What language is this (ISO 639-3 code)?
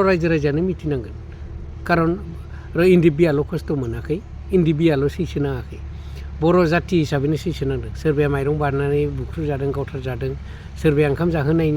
brx